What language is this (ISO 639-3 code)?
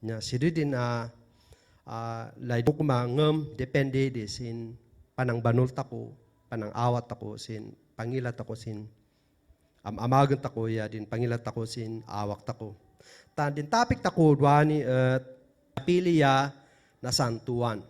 kne